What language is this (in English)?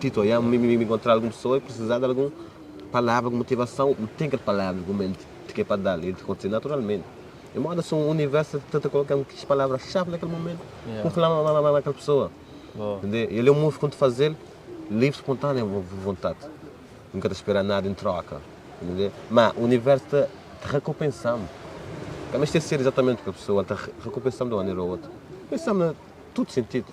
Kabuverdianu